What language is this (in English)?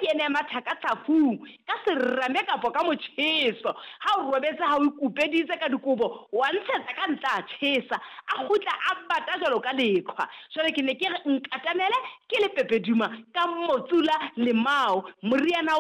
Southern Sotho